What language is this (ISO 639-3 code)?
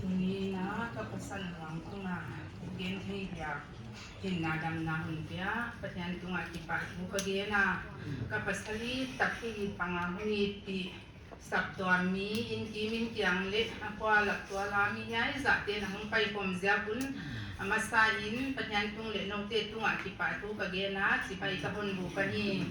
pck